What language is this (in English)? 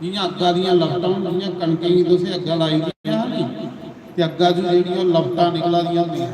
Dogri